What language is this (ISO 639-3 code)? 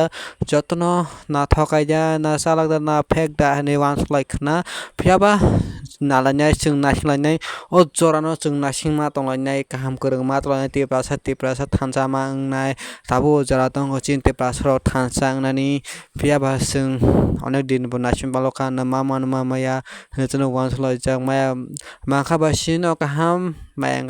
trp